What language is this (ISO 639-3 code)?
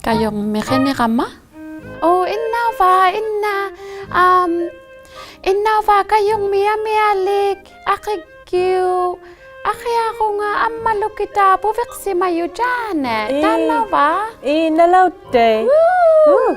iku